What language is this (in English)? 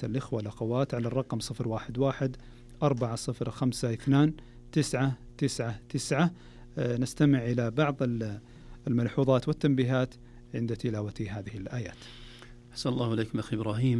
Arabic